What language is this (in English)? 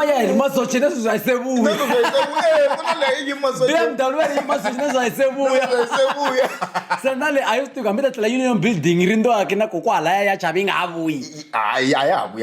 Tsonga